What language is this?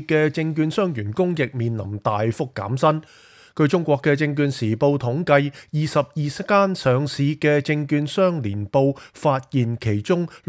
Cantonese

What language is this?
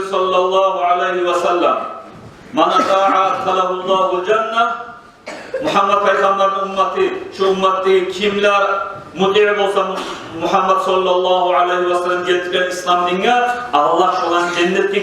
Kumyk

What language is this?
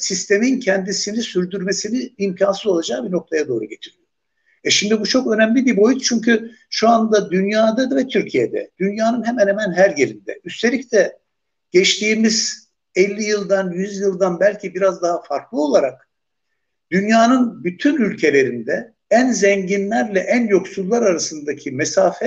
Turkish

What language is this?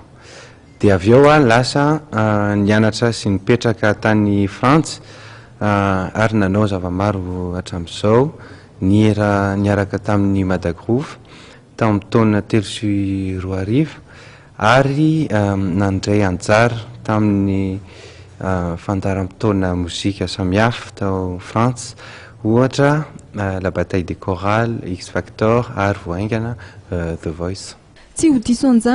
Malagasy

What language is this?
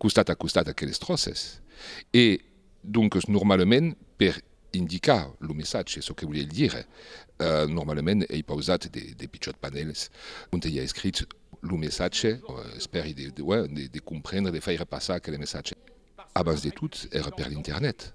Occitan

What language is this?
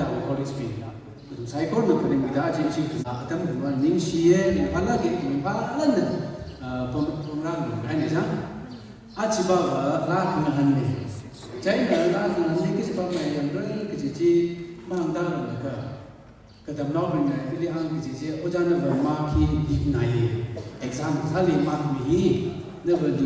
Tangkhul Naga (India)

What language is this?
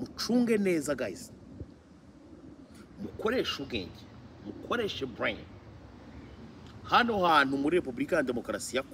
Kinyarwanda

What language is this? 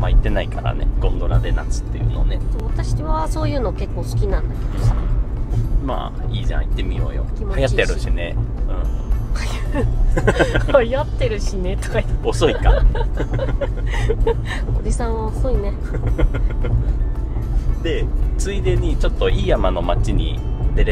Japanese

